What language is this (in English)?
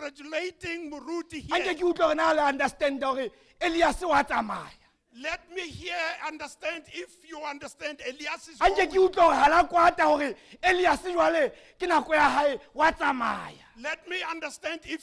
Southern Sotho